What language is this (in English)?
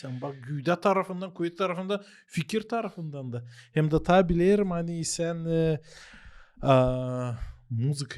Gagauz